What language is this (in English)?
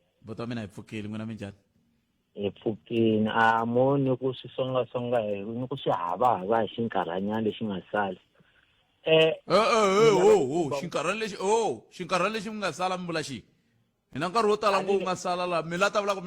Tsonga